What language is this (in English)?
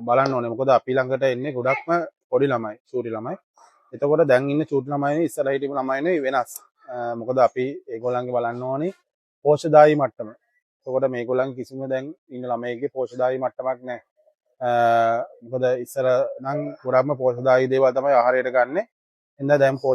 Sinhala